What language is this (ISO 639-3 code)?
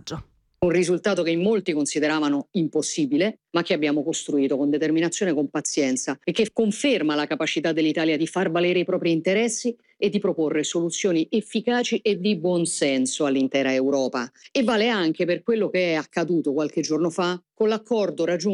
ita